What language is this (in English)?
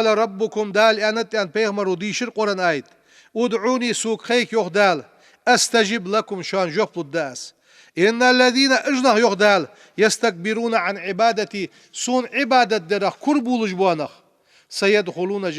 Ingush